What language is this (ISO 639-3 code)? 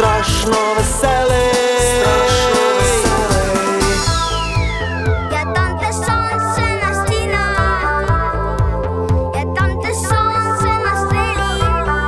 ukr